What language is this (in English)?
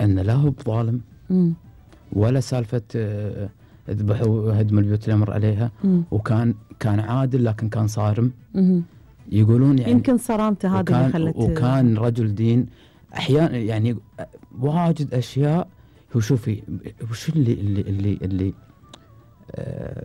Gulf Arabic